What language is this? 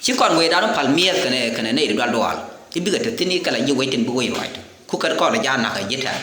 Nuer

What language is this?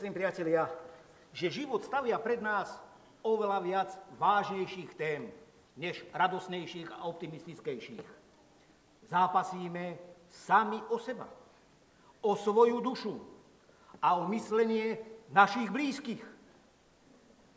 Slovak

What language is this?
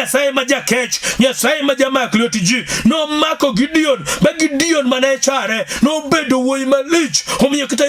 Luo (Kenya and Tanzania)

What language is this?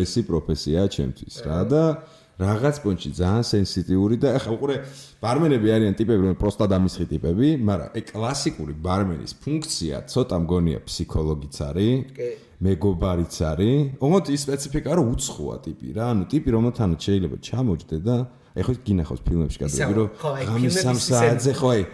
Georgian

